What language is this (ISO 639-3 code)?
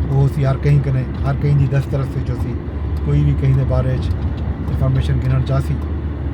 skr